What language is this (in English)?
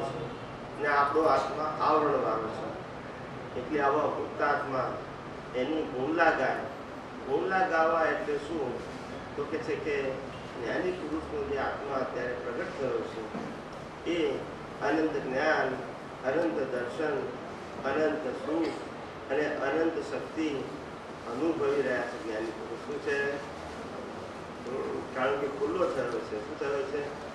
Gujarati